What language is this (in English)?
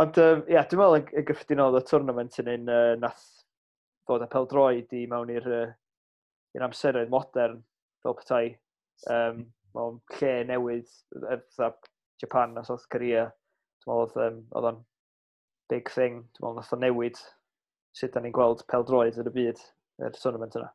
Welsh